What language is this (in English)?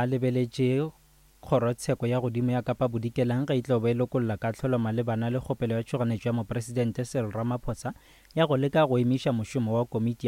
Northern Sotho